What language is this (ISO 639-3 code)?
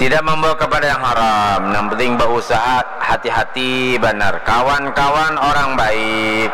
bjn